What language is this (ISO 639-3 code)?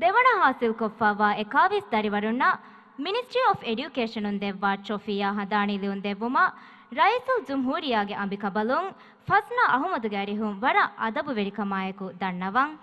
div